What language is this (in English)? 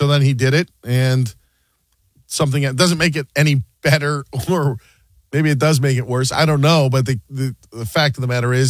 English